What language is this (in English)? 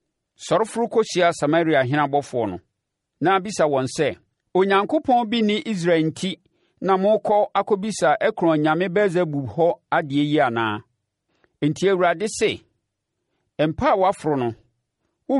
Akan